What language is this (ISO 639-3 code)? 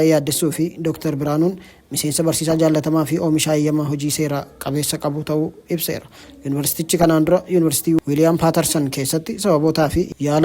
orm